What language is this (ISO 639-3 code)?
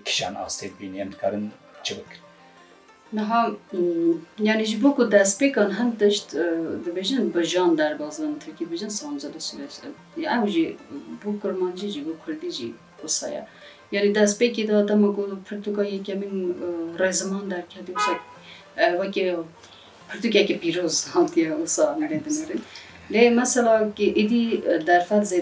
kur